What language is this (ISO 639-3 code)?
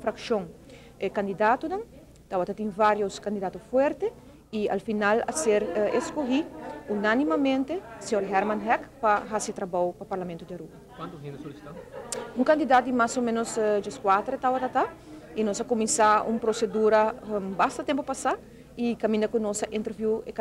pap